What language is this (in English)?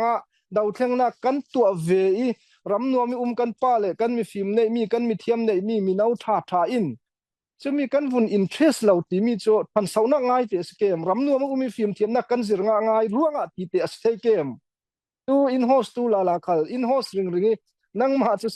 Falam Chin